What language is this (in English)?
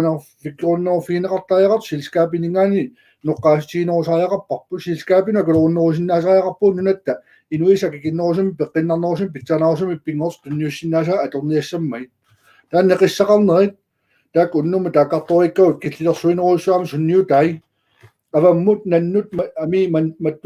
Kalaallisut